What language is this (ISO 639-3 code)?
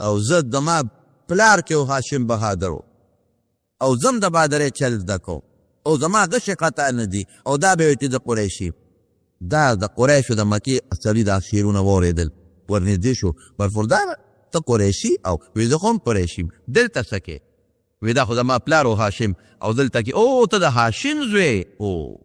pus